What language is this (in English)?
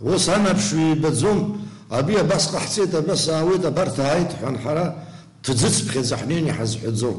Abkhazian